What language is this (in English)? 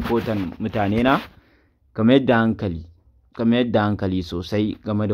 Hausa